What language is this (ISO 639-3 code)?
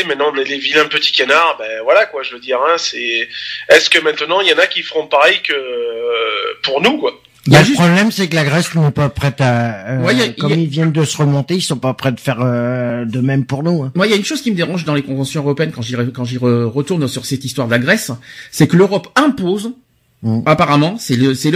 fra